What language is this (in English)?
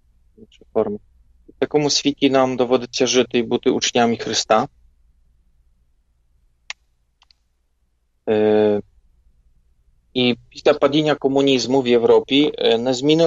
Ukrainian